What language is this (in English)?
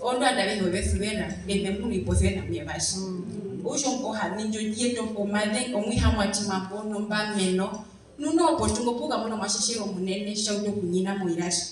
Herero